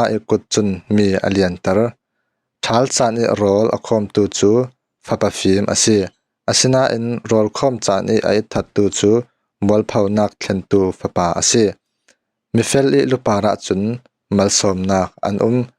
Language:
Falam Chin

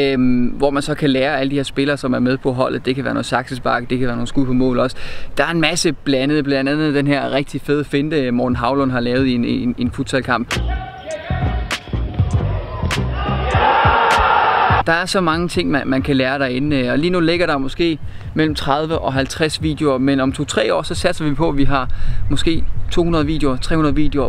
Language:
Danish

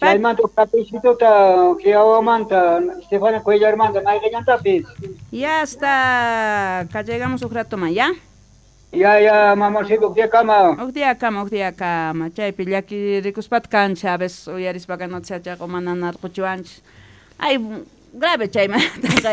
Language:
South Bolivian Quechua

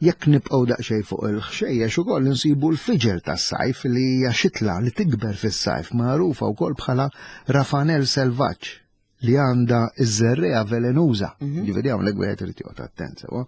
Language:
Maltese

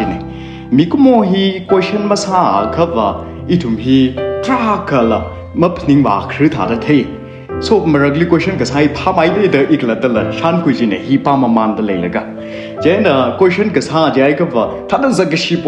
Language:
Tangkhul Naga (India)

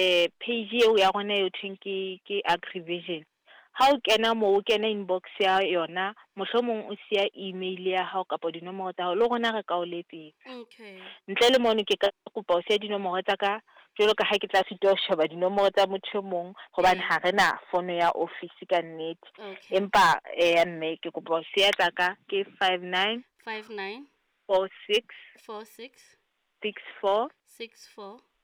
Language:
Southern Sotho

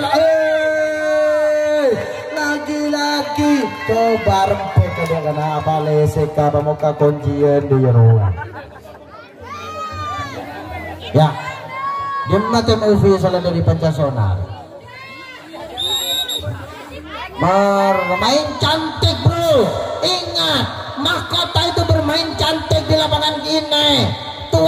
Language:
Indonesian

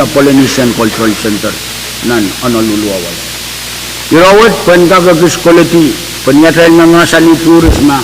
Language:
Pohnpeian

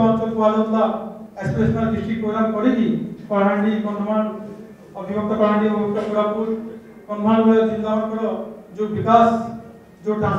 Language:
Odia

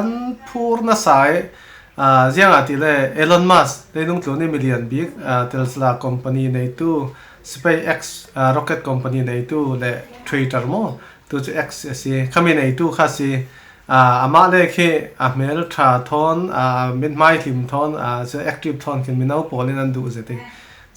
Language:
Falam Chin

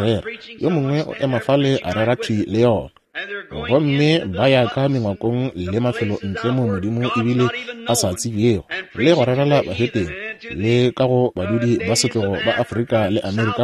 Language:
Northern Sotho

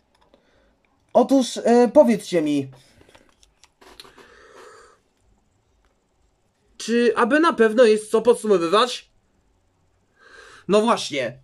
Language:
Polish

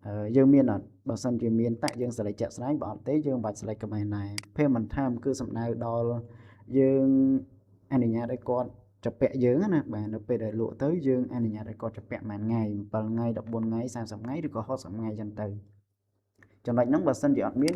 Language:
Khmer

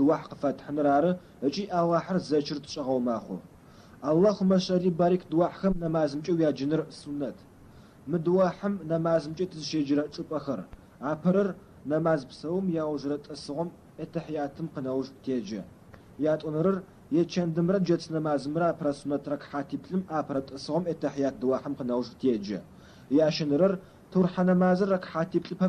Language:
Adyghe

